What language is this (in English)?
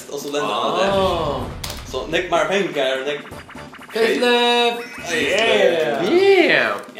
Faroese